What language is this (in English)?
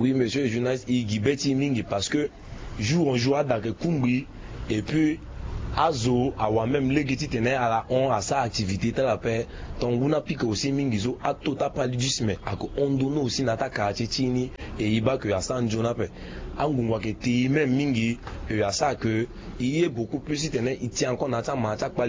Sango